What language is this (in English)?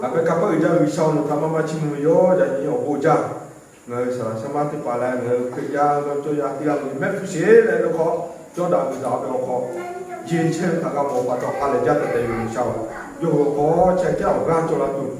Lahu